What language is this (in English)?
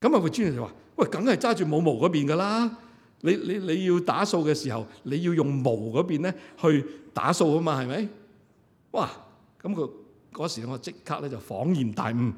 Cantonese